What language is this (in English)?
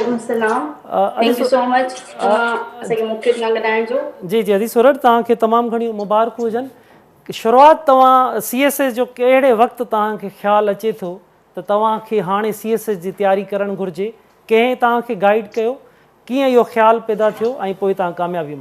Sindhi